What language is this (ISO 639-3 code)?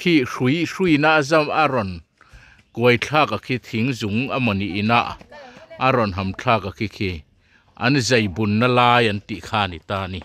lus